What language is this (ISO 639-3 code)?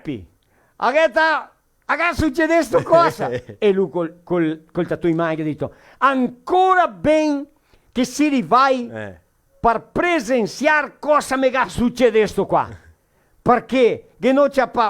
vec